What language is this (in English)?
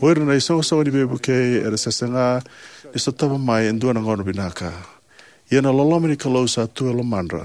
Fijian